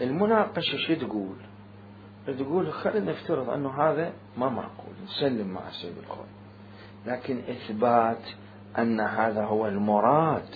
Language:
Mesopotamian Arabic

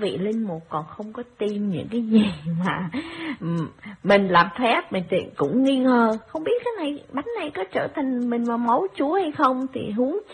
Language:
Vietnamese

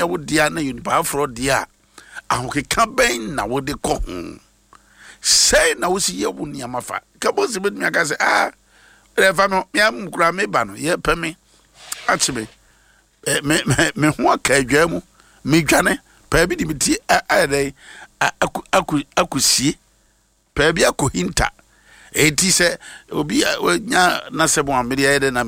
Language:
Akan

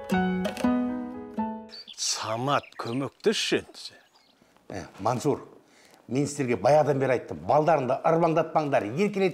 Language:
Kazakh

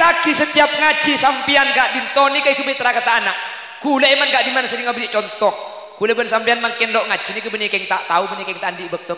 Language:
Madurese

